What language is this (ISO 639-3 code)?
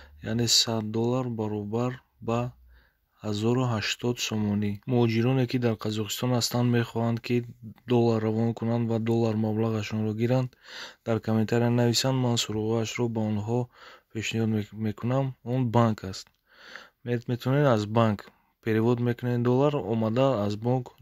tgk